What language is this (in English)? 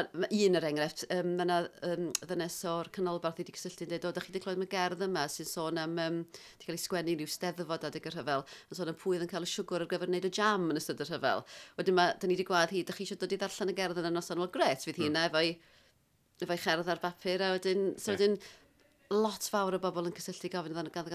Welsh